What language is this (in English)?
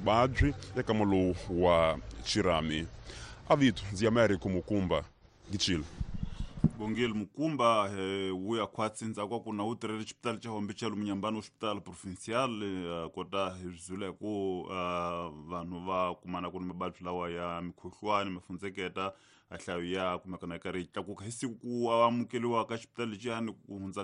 Tsonga